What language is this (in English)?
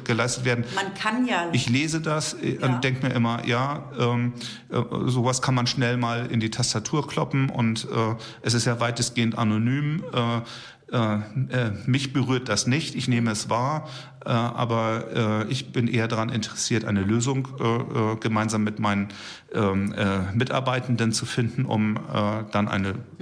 German